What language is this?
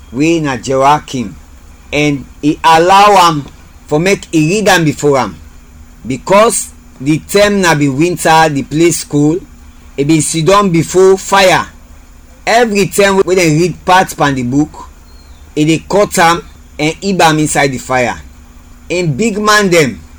Krio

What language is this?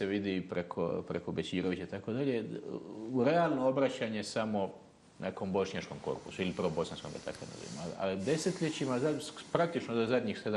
Bosnian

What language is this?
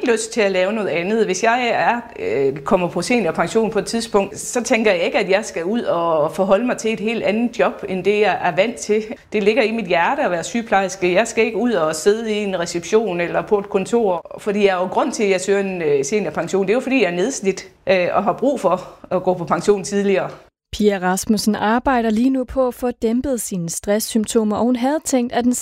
Danish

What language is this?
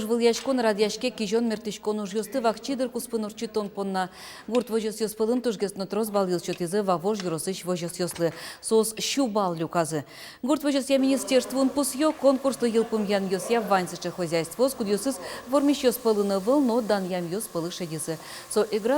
Udmurt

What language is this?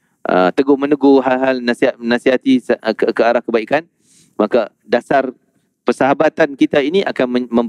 Malay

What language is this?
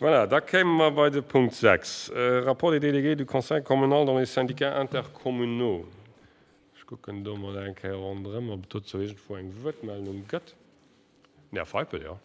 Luxembourgish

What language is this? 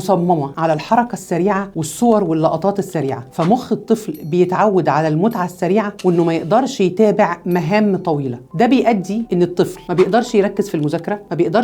Egyptian Arabic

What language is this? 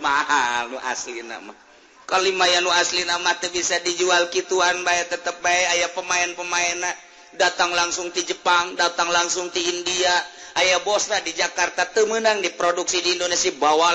Sundanese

